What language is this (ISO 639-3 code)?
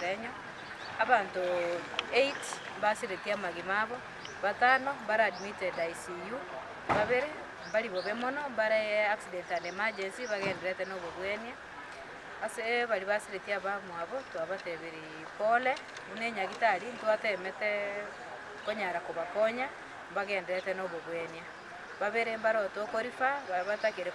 guz